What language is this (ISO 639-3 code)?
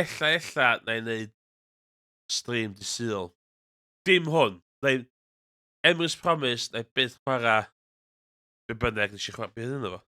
cym